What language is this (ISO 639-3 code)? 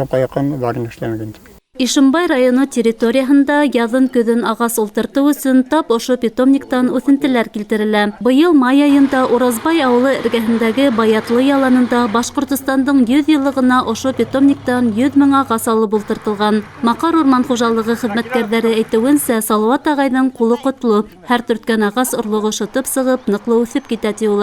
bak